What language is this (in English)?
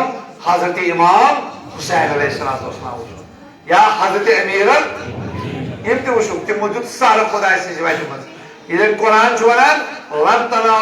Kashmiri